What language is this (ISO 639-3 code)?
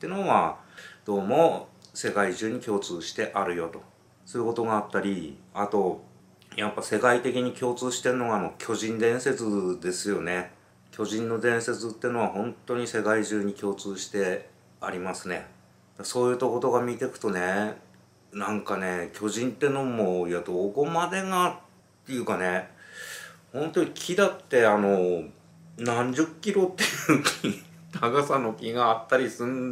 jpn